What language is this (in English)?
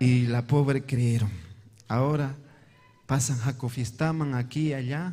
Ayacucho Quechua